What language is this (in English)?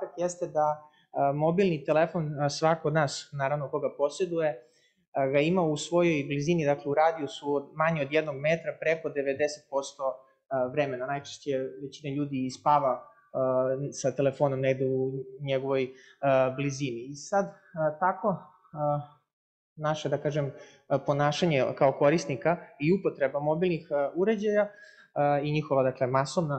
Serbian